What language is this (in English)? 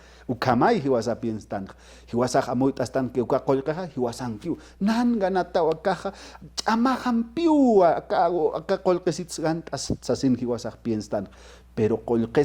Aymara